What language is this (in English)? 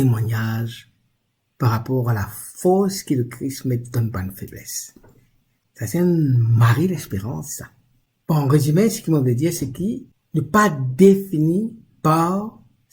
Morisyen